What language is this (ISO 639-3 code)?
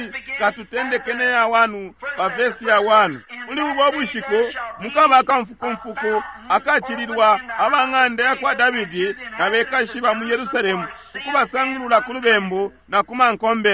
bem